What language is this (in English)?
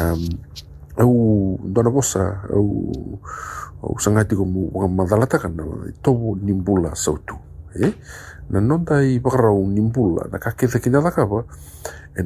Fijian